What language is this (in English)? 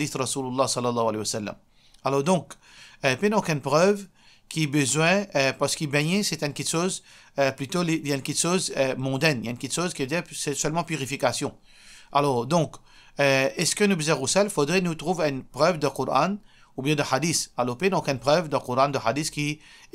Morisyen